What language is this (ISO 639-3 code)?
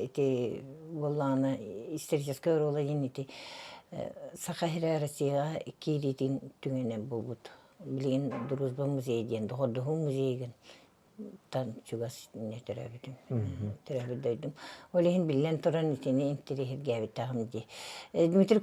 sah